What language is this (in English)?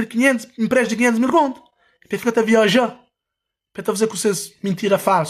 Kabuverdianu